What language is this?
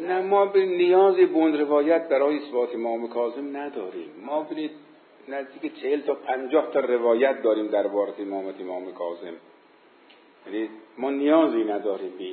Persian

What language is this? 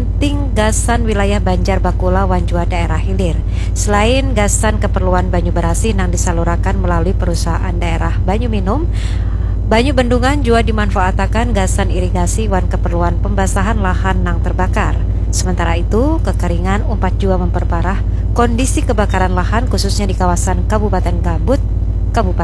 Banjar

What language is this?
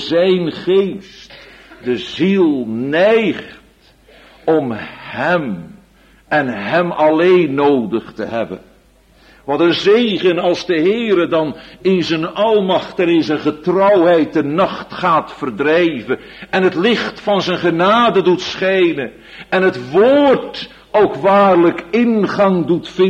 Dutch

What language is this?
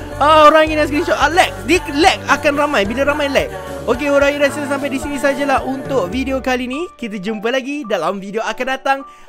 Malay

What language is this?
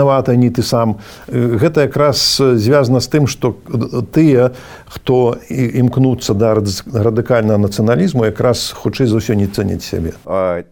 Belarusian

